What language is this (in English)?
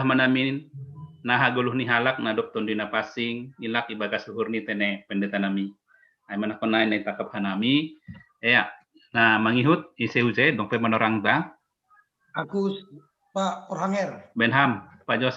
Batak Simalungun